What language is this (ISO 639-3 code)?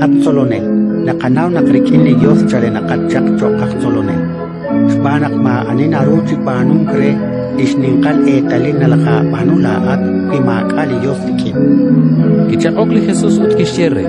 kek